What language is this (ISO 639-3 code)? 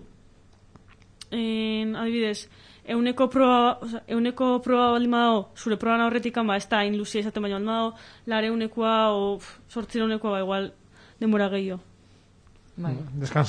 eus